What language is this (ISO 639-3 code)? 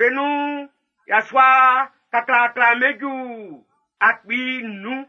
bci